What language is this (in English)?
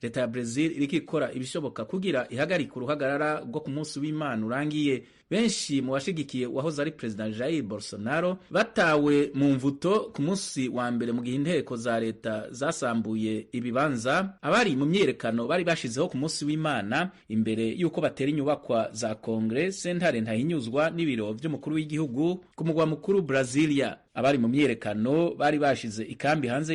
Rundi